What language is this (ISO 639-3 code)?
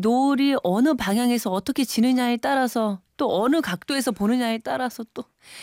kor